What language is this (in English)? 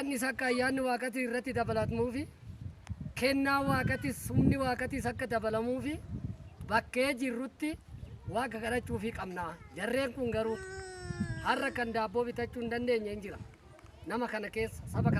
Oromo